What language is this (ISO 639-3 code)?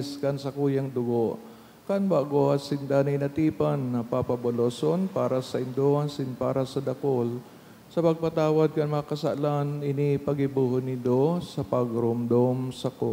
bik